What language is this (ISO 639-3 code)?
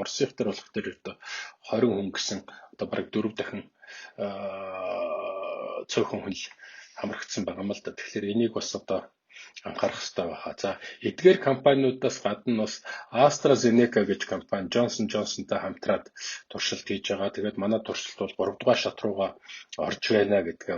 mon